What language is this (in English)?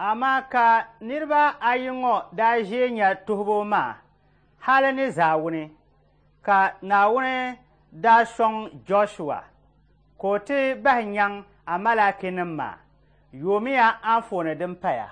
Dagbani